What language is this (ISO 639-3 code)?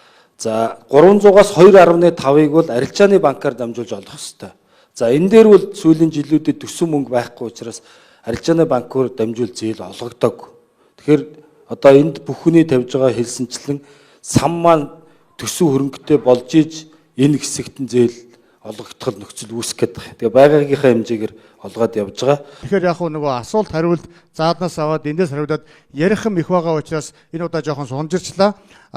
mon